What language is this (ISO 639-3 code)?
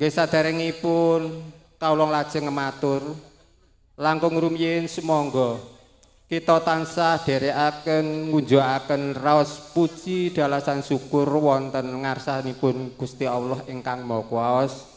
jav